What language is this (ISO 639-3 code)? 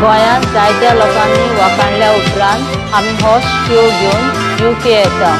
kok